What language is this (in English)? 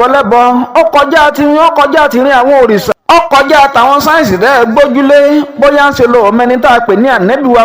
Yoruba